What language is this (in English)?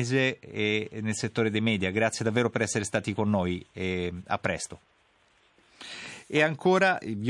Italian